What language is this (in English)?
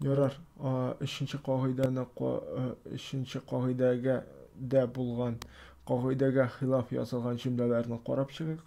Tatar